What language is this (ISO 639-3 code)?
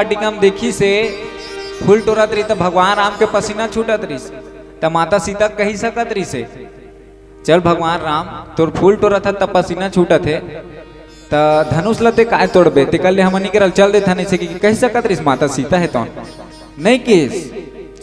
hne